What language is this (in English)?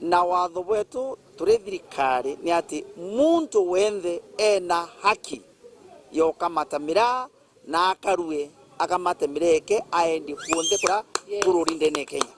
Meru